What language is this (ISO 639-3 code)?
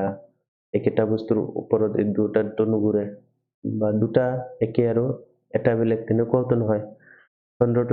asm